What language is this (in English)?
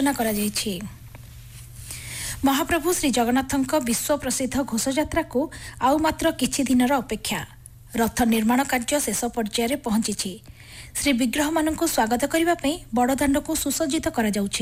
Odia